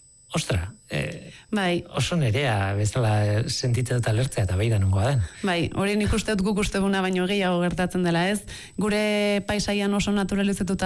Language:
Basque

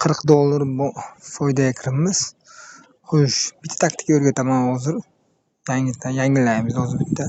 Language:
Uzbek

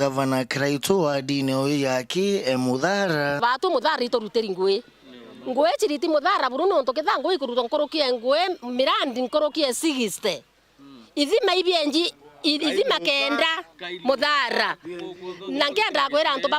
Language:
Meru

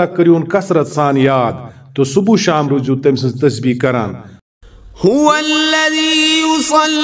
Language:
Kashmiri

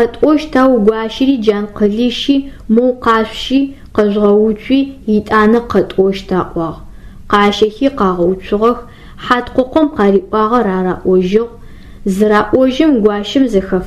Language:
Adyghe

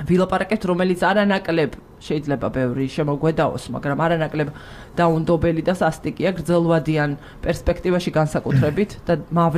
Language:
Georgian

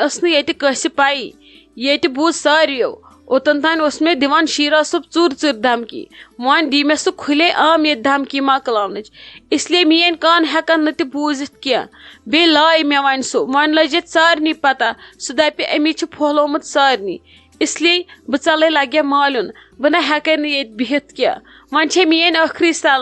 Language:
Kashmiri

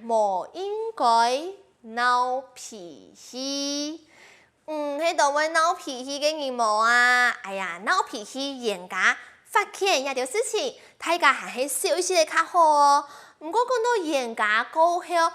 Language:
Hakka Chinese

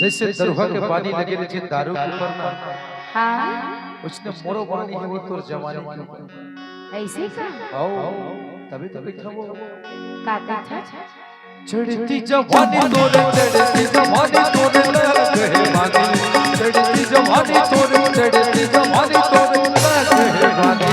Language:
Chhattisgarhi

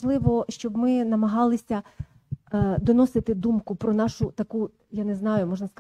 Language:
Ukrainian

